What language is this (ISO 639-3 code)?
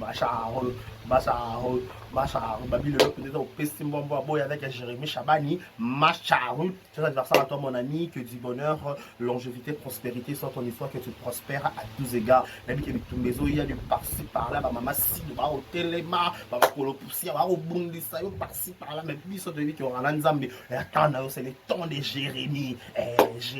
lin